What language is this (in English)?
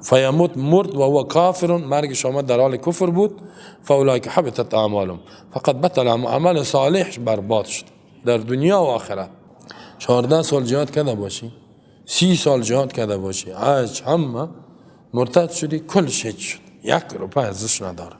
Persian